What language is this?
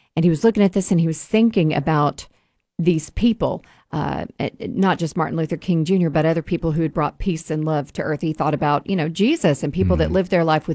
English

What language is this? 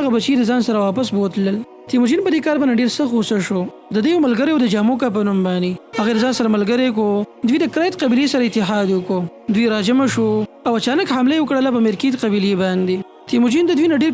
Pashto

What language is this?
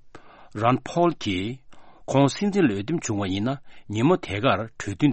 Tibetan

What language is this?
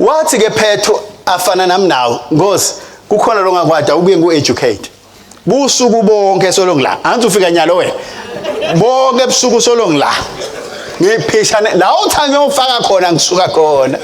Swati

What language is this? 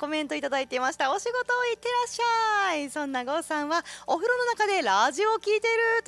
Japanese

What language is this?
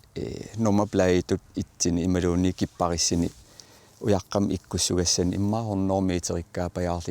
Kalaallisut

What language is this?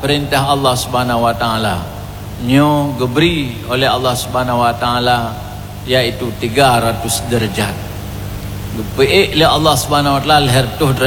Achinese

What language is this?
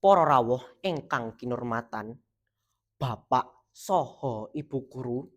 Javanese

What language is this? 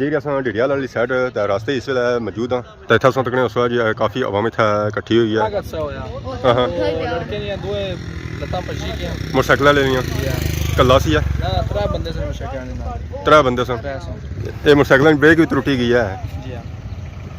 Pahari-Potwari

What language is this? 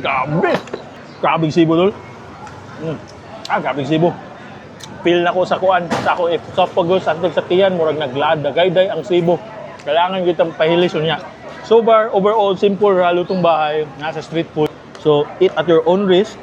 Cebuano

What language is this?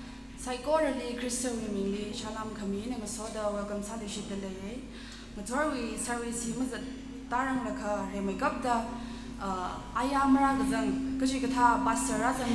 Tangkhul Naga (India)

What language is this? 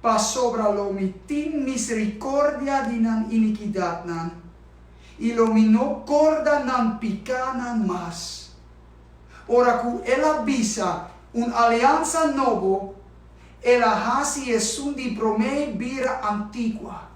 Papiamento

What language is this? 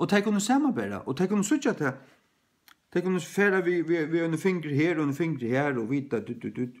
Faroese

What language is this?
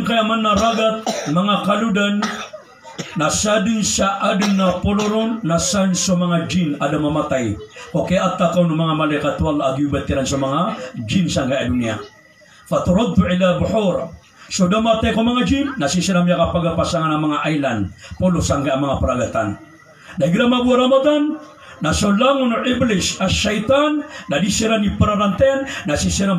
Maranao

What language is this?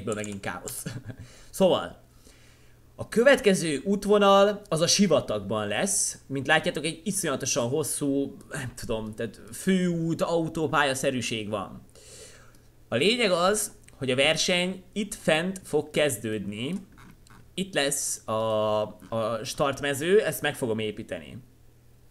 Hungarian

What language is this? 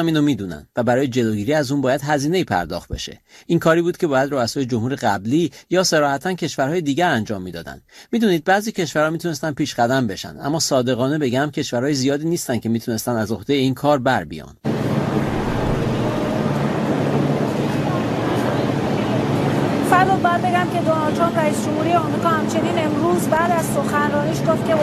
Persian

